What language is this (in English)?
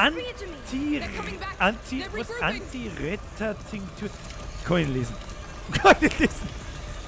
Bavarian